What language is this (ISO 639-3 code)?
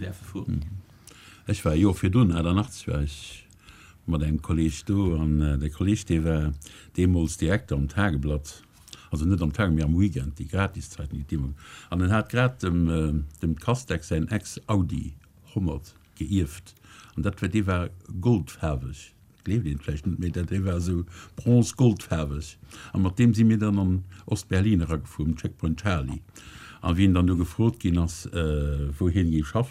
ltz